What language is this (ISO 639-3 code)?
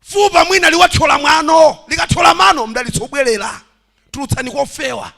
nya